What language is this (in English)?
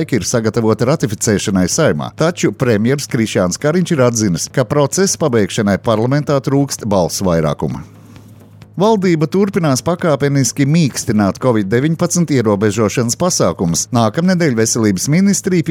Latvian